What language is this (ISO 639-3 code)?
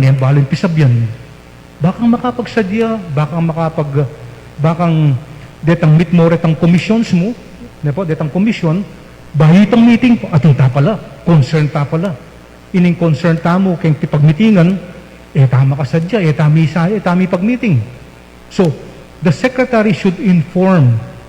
pam